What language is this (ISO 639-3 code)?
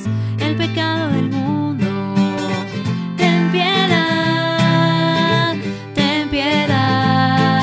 spa